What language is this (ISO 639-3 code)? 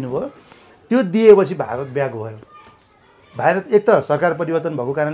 nep